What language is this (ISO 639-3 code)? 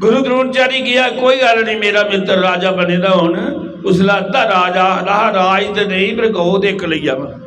doi